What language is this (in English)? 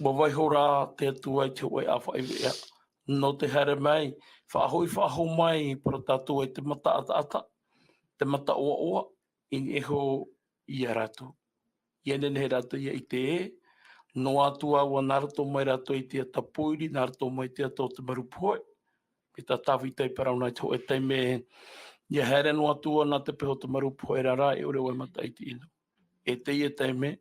Tahitian